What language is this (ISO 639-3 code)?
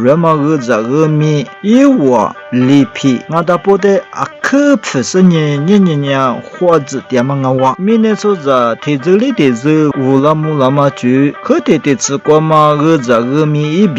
lis